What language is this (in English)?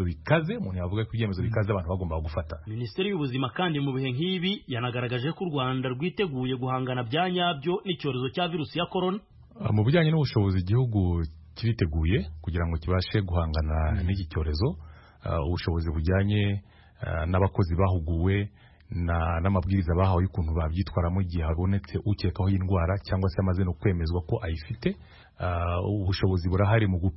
Kinyarwanda